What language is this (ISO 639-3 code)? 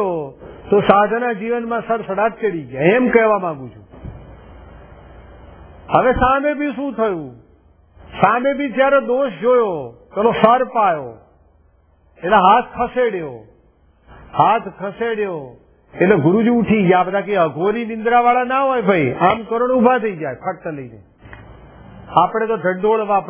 guj